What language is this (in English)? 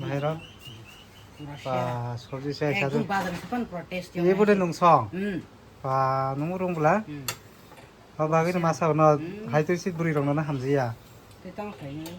Kok Borok